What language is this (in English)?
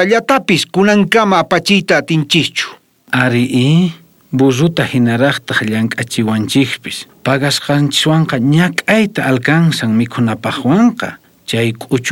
South Bolivian Quechua